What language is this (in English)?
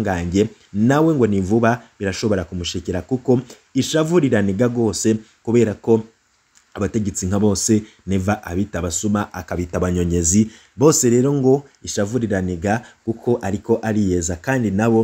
Rundi